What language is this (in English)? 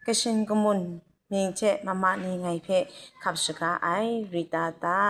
Kachin